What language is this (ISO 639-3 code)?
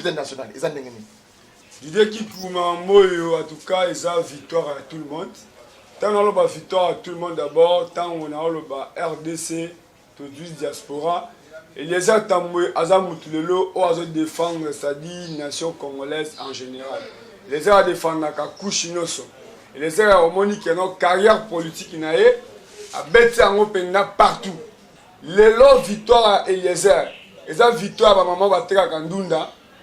lin